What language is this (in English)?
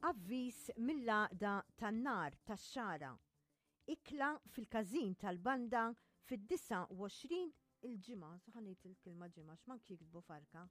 Maltese